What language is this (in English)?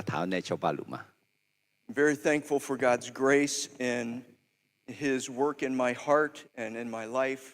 Akha